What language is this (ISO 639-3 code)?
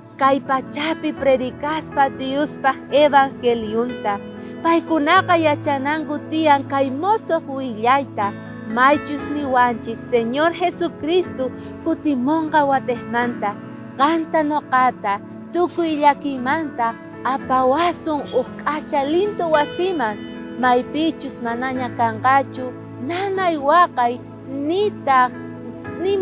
quh